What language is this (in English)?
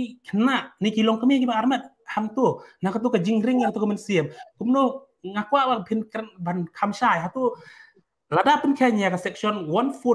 Khasi